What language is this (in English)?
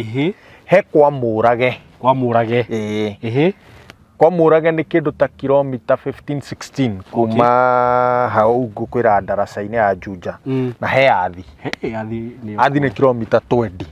Kikuyu